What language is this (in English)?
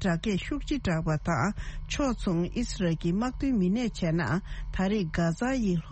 Tibetan